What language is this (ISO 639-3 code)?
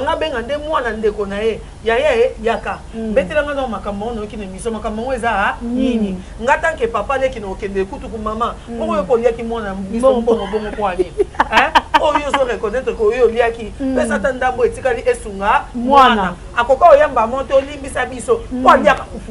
lin